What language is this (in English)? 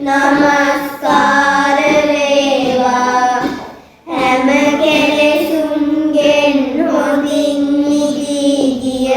Sinhala